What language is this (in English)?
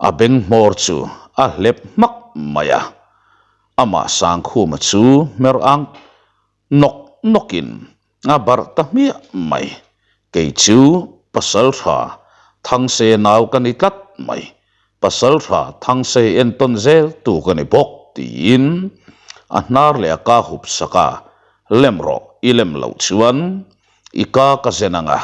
Mizo